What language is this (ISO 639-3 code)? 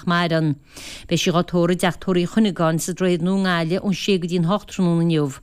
gle